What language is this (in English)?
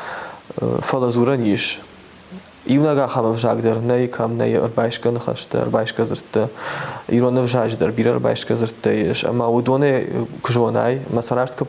Ossetic